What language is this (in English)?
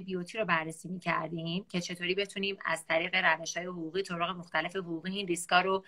Persian